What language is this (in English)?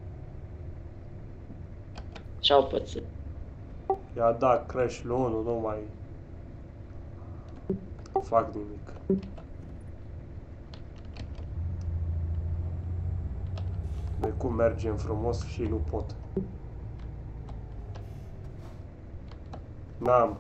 Romanian